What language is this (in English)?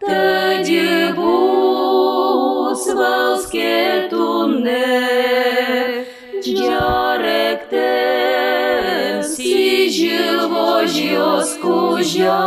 Udmurt